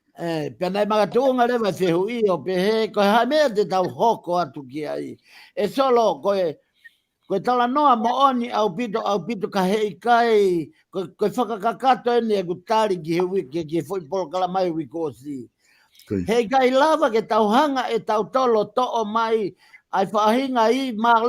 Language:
Tongan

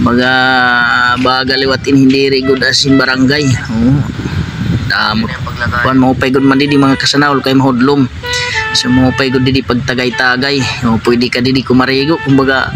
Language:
Waray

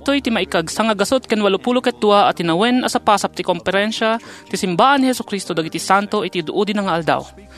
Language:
Iloko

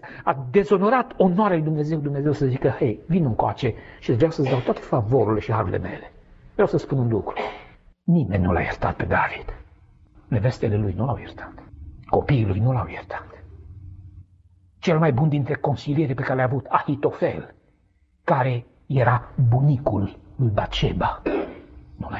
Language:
Romanian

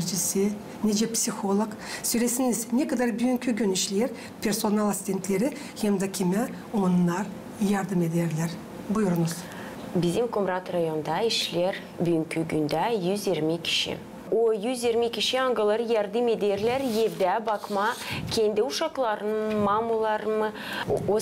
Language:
Gagauz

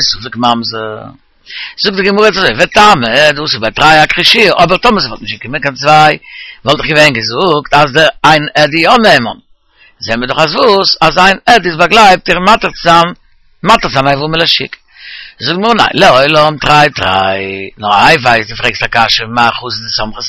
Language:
Yiddish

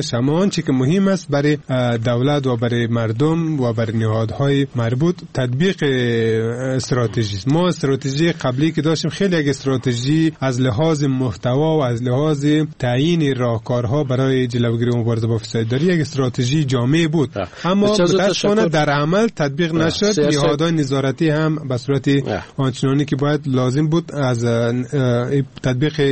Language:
Persian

